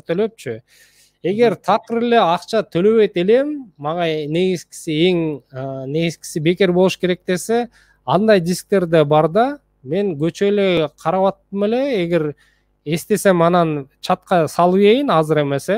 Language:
Kyrgyz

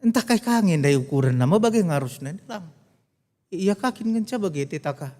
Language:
Batak Karo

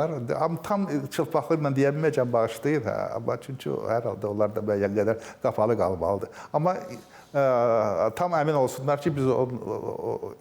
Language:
Azerbaijani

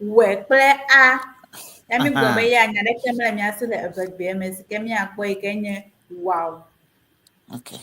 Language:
Ewe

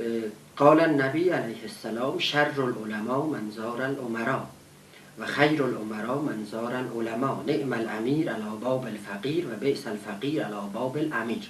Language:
South Azerbaijani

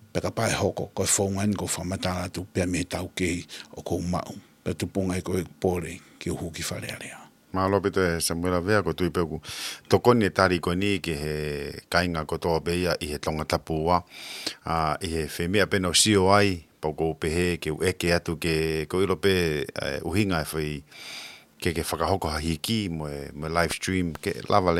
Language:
Tongan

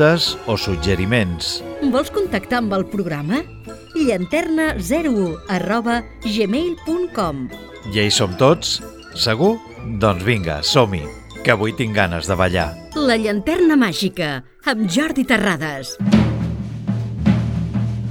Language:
Catalan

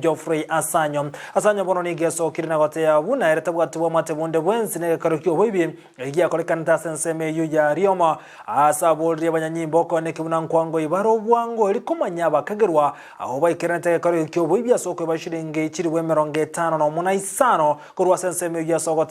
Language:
Gusii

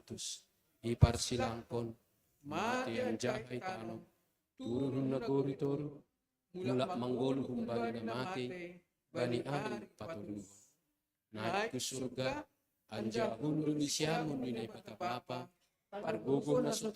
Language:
Batak Simalungun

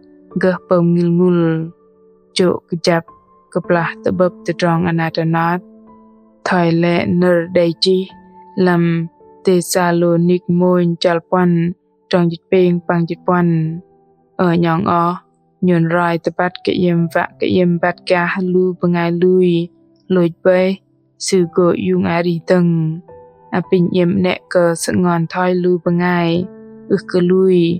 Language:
Bahnar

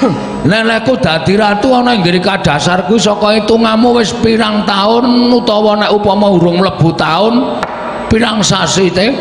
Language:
Javanese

